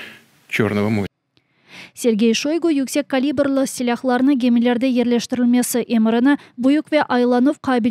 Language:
Crimean Tatar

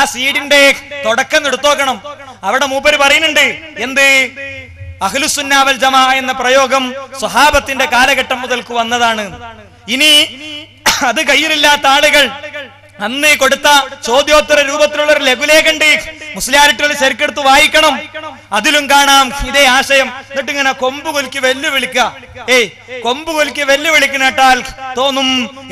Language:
Malayalam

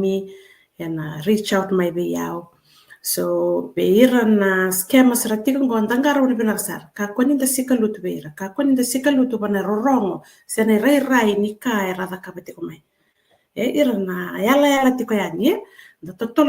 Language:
Fijian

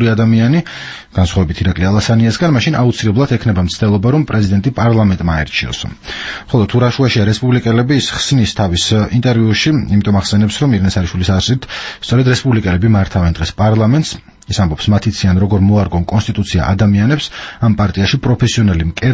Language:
Georgian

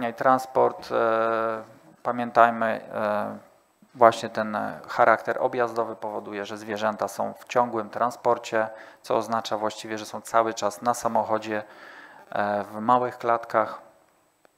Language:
Polish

